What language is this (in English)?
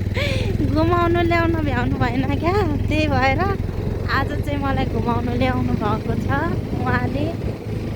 Nepali